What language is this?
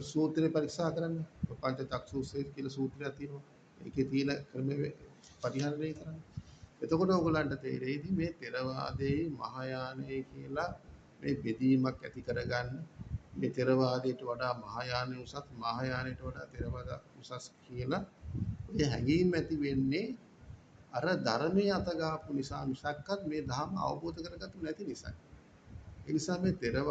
Sinhala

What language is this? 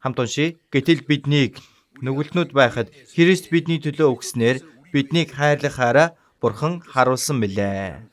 Mongolian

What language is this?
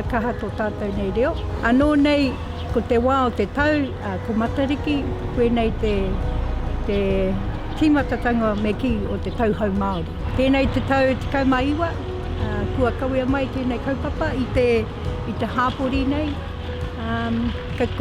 Māori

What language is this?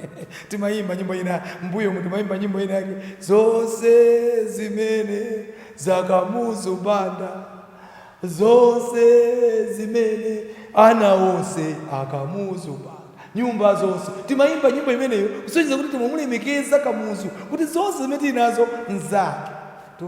Nyanja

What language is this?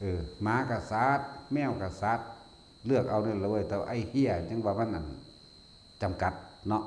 Northeastern Thai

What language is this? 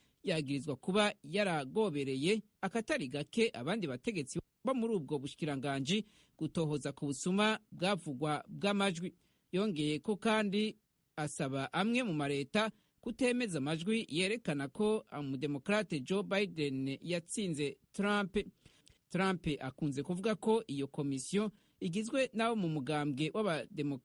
Rundi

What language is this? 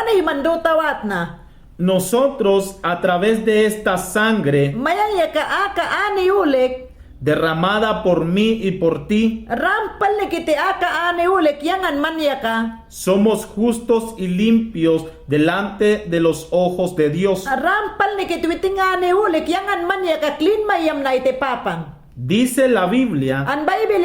Mayangna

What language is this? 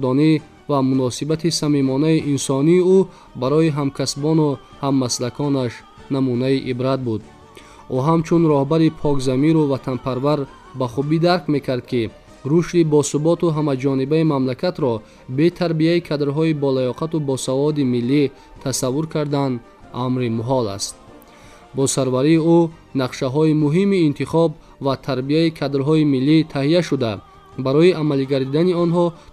Tajik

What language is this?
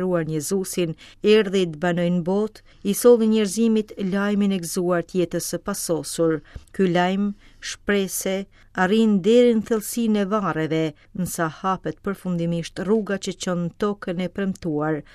Albanian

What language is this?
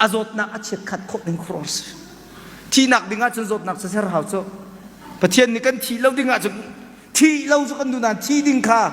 Hakha Chin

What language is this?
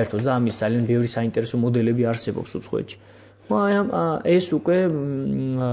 Georgian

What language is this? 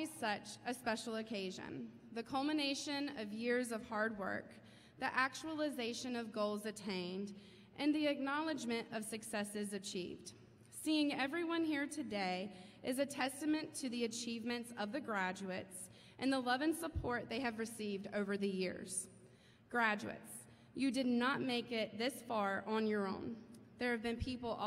English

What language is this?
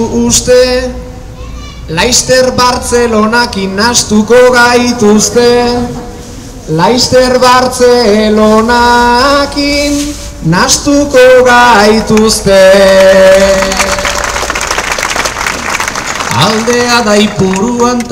Basque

